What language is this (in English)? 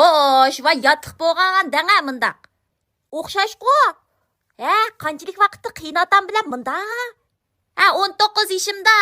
Uyghur